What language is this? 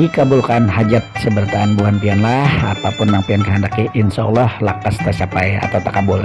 Banjar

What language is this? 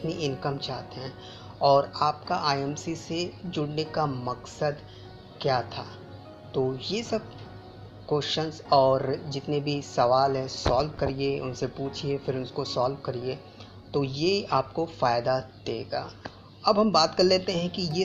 Hindi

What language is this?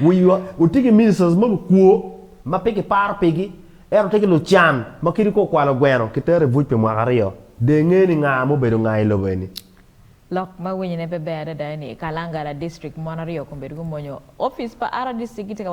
Acoli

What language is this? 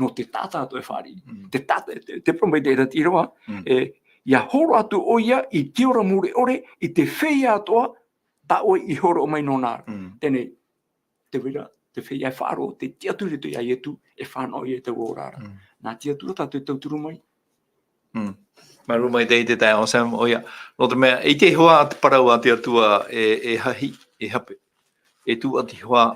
Tahitian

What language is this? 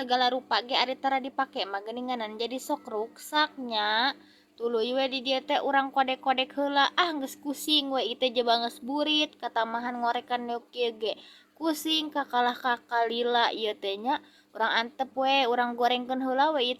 Sundanese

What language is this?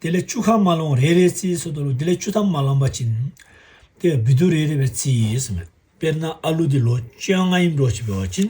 Tibetan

